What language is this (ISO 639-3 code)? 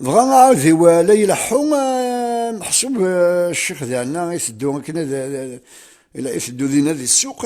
kab